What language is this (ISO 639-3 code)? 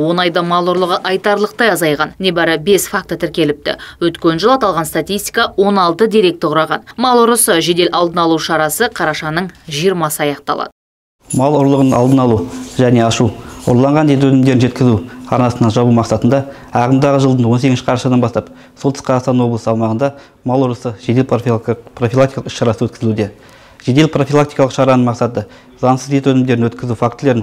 kaz